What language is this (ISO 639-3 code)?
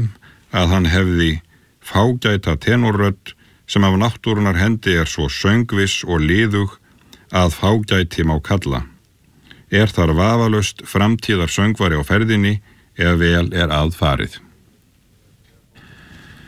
isl